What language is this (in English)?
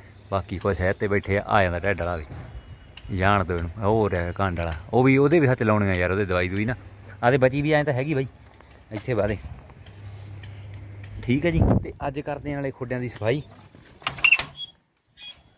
Punjabi